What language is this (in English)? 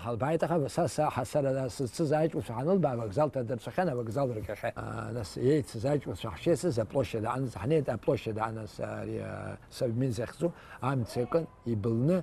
Abkhazian